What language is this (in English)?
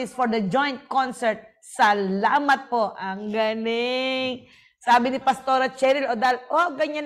Filipino